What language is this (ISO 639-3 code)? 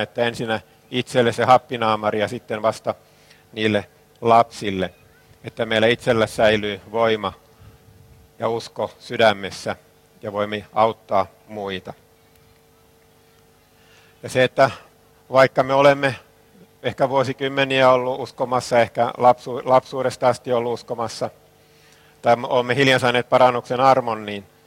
fin